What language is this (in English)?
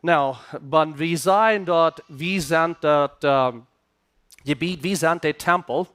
Plautdietsch